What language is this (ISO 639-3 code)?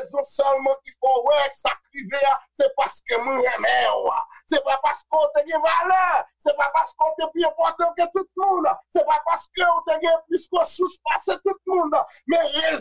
hat